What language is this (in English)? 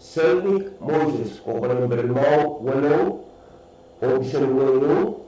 Pohnpeian